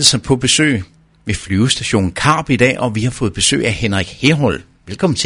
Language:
Danish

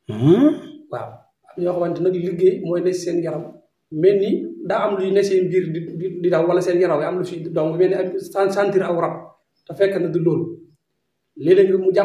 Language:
Wolof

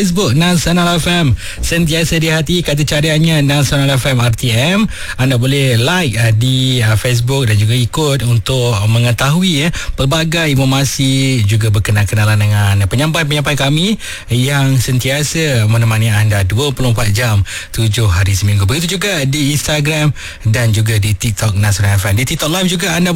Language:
Malay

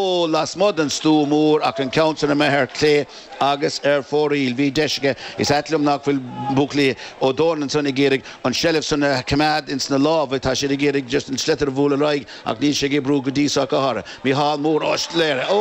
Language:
Irish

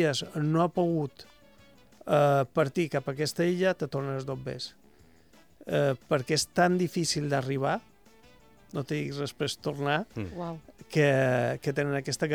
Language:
Catalan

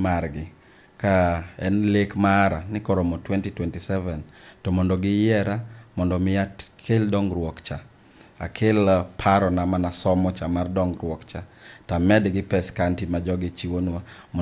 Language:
Luo (Kenya and Tanzania)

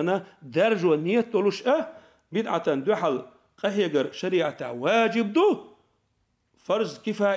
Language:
Chechen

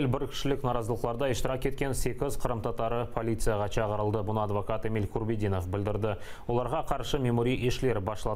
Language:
Crimean Tatar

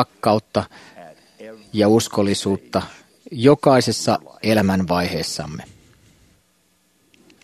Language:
Finnish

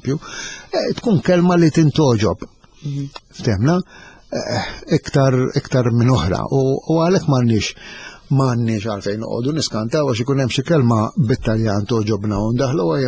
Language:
Maltese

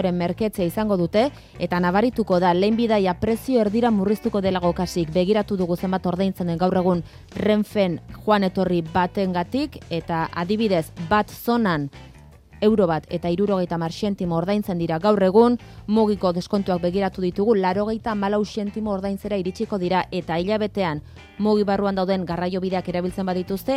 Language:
Basque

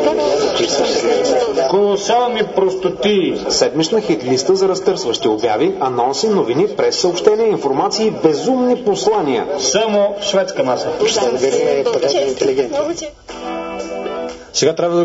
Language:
Bulgarian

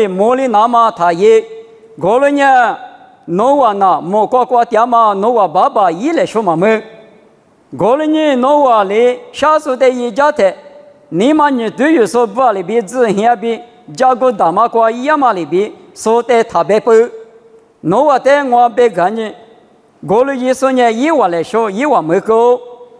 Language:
Lisu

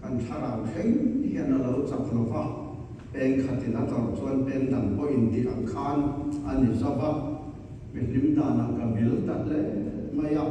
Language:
Mizo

